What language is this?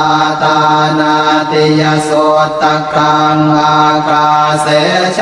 Pali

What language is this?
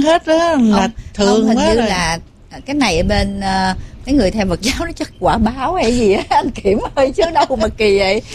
Vietnamese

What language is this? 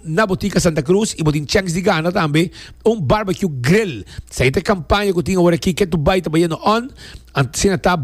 Papiamento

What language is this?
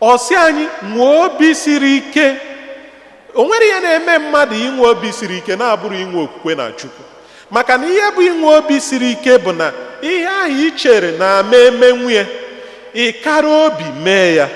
Igbo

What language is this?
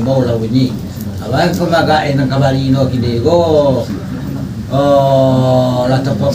Minangkabau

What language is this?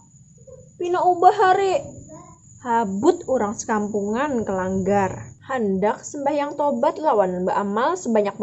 Banjar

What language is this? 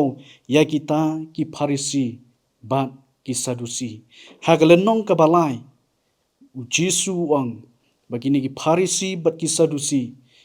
Khasi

